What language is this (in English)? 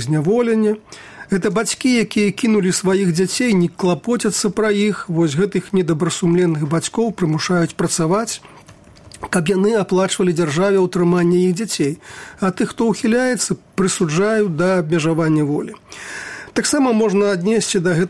Belarusian